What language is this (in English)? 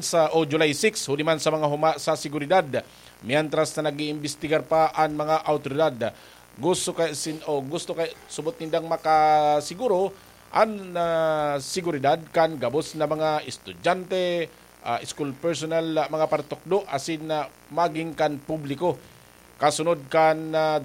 Bikol